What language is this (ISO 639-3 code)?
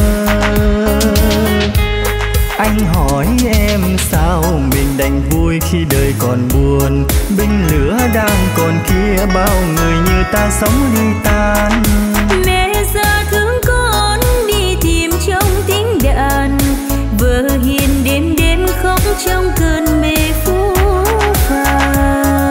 vie